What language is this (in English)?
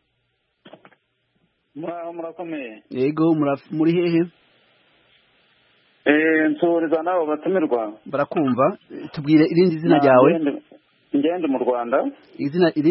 Kinyarwanda